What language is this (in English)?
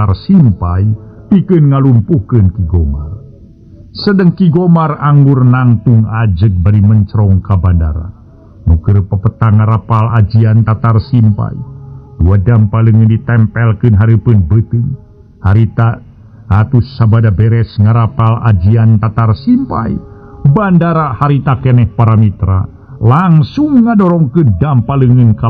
Sundanese